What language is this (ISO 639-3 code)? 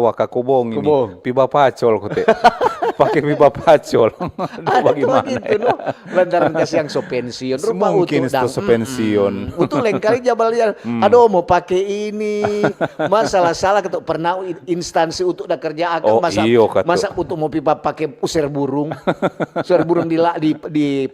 xmm